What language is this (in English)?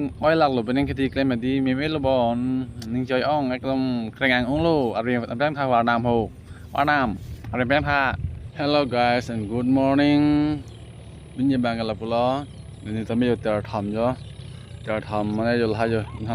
Karbi